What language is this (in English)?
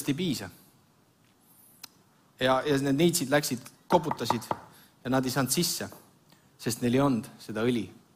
Estonian